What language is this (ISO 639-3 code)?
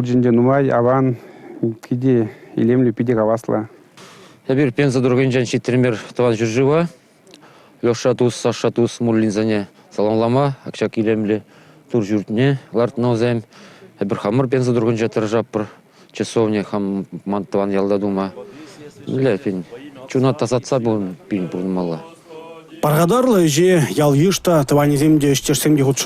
chv